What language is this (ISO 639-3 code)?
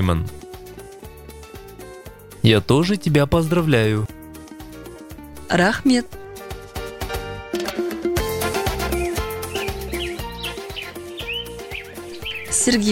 kaz